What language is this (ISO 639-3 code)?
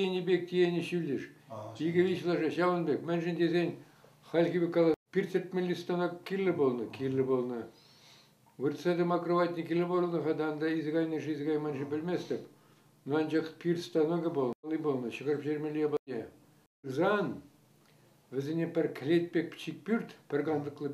chv